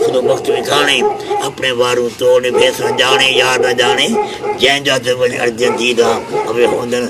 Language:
Saraiki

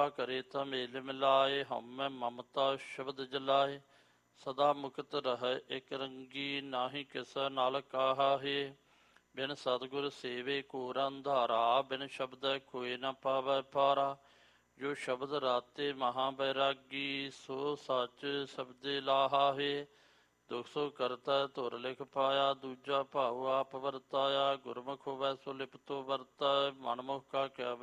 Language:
Punjabi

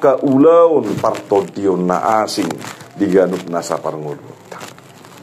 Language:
Batak Toba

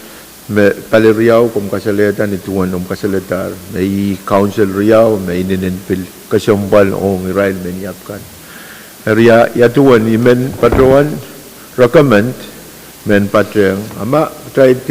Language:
Pohnpeian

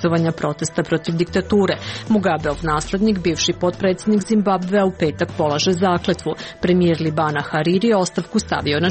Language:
Serbian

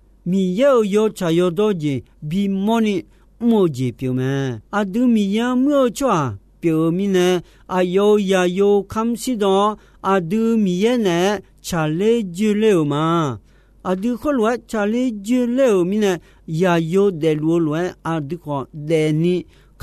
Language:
Akha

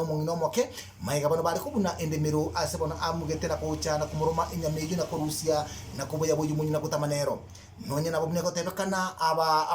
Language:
Gusii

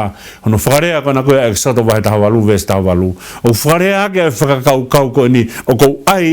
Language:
Tongan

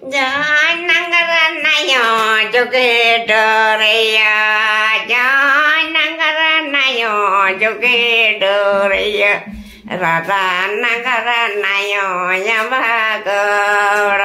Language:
Santali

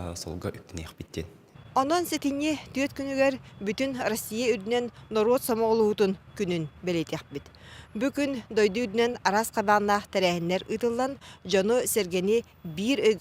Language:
Yakut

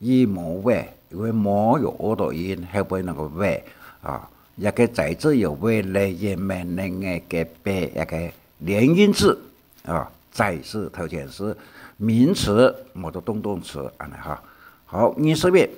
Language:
Hakka Chinese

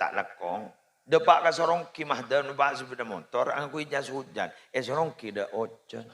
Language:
Madurese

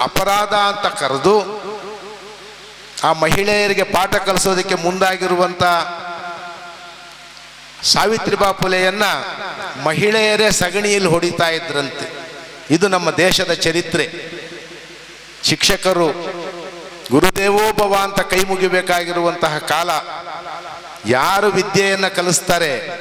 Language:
Kannada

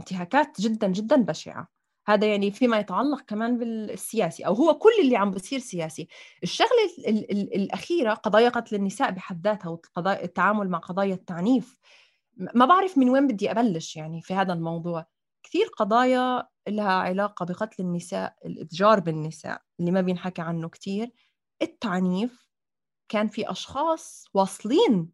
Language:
North Levantine Arabic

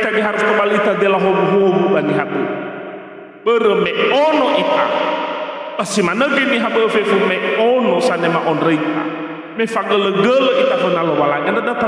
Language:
Nias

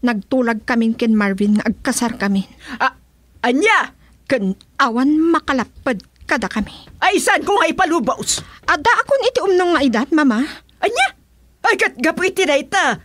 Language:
Iloko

